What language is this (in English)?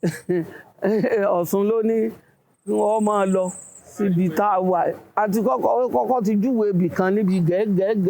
Yoruba